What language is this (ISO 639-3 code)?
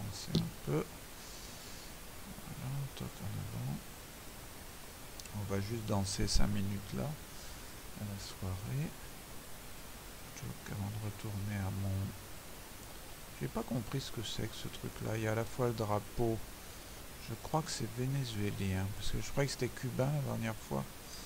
fra